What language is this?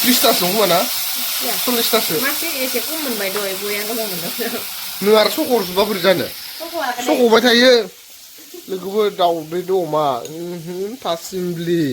Bodo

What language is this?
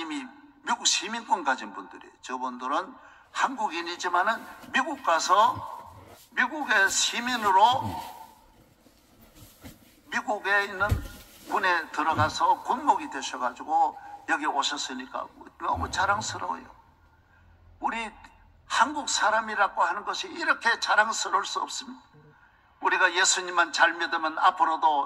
Korean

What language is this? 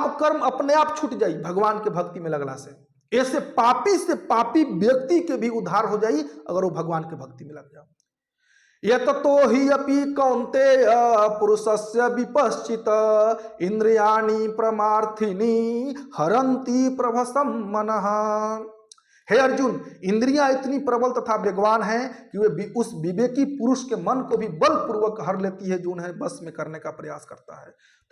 Bhojpuri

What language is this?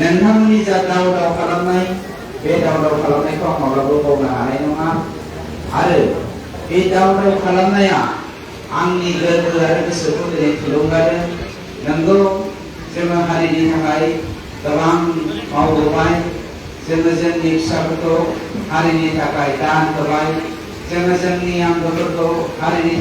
Bodo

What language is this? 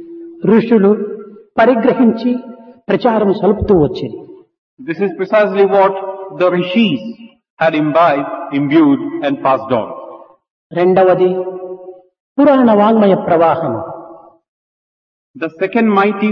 Telugu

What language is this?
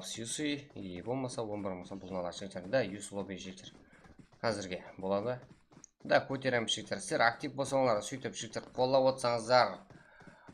Kara-Kalpak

